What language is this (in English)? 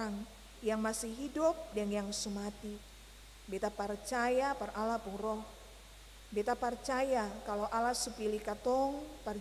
Ambonese Malay